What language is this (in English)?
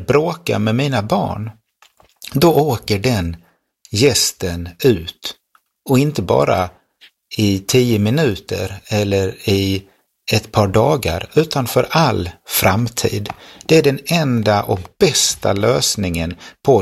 Swedish